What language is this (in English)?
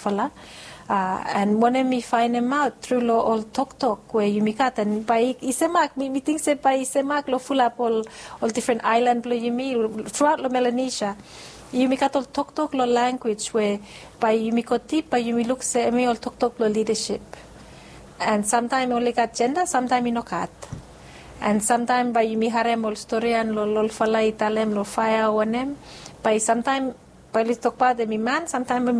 Bislama